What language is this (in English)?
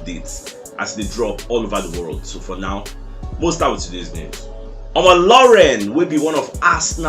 Nigerian Pidgin